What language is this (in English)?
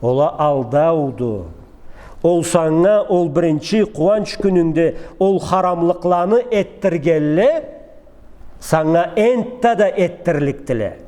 Karachay-Balkar